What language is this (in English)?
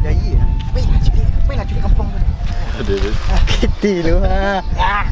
Minangkabau